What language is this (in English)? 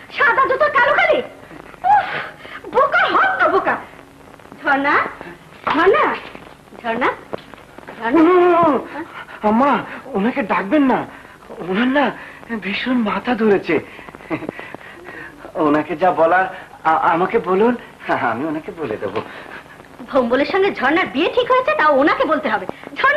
Bangla